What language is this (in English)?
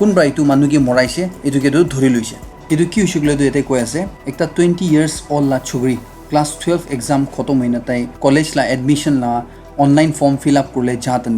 Naga Pidgin